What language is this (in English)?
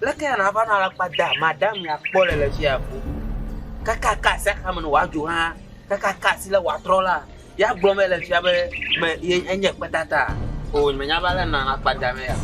Ewe